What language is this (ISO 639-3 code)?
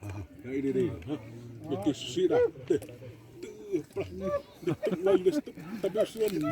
xav